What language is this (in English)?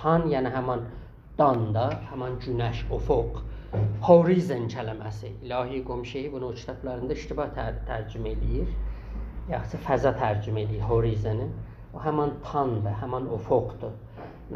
South Azerbaijani